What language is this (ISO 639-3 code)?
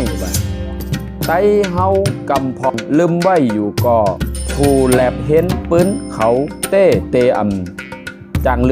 shn